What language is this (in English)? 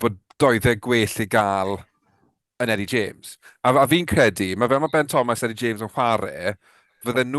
Welsh